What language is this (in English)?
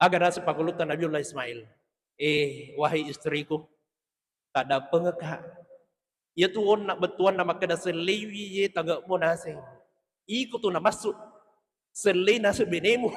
Buginese